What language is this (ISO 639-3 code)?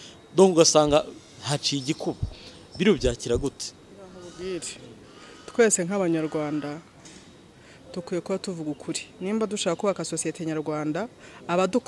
kin